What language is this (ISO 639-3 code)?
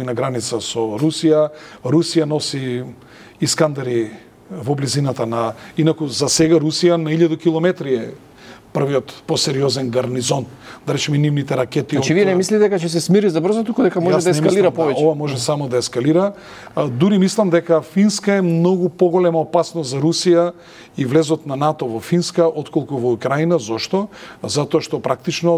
mkd